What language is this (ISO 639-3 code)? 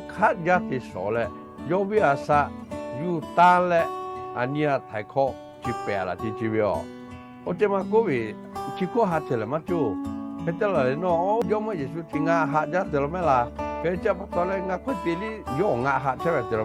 lhu